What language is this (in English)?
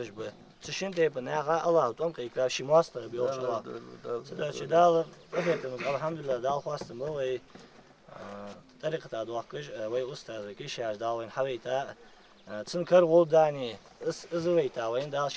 Ingush